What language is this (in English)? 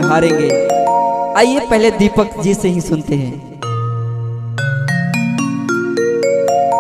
Bhojpuri